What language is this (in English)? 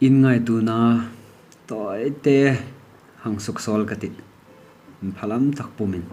Hmar